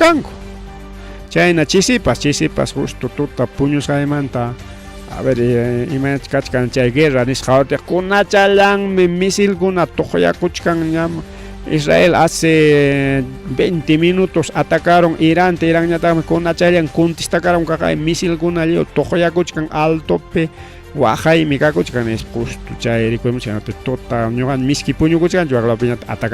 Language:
Ayacucho Quechua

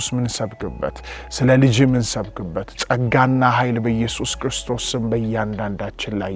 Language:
Amharic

